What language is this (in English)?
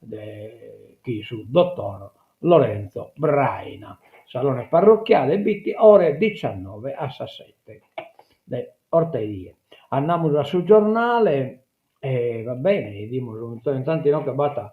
Sardinian